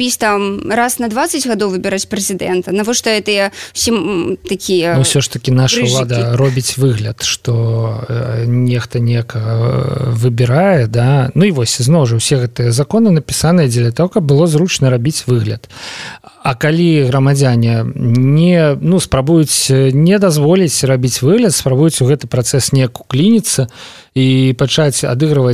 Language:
Belarusian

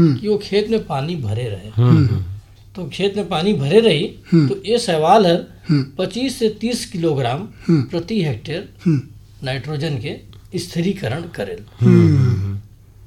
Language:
Bhojpuri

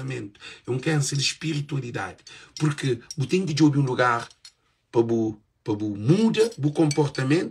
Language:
Kabuverdianu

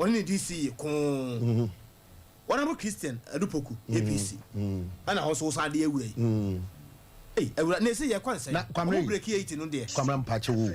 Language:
Akan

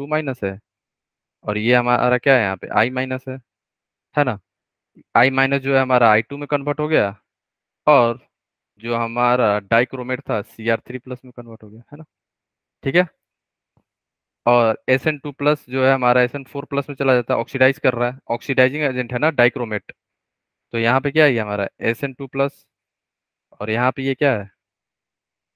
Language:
Hindi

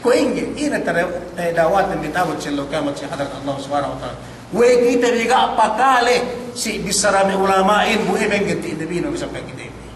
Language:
Yakan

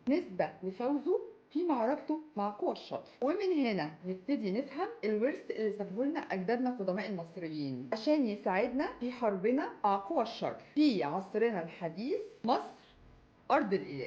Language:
Egyptian Arabic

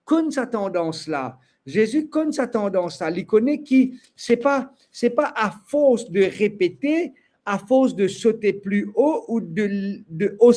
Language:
Morisyen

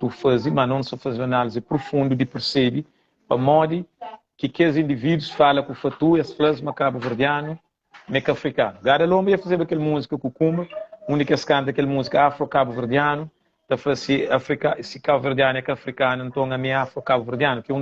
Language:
Kabuverdianu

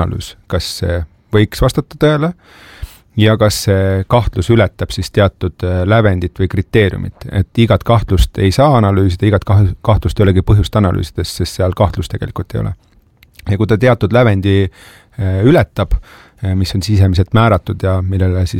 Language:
Estonian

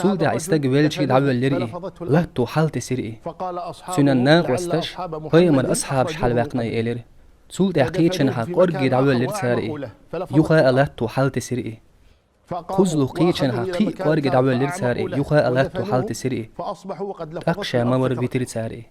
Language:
Chechen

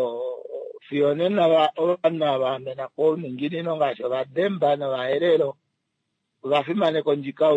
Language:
Kuanyama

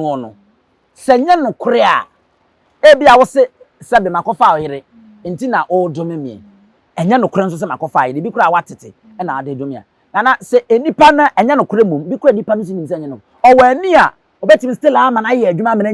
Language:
Akan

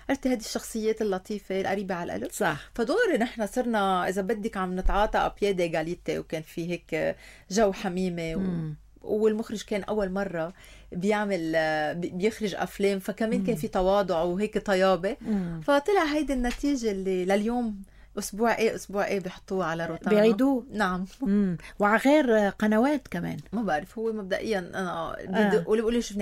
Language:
North Levantine Arabic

